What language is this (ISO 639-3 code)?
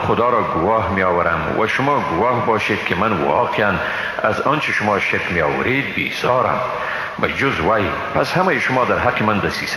fas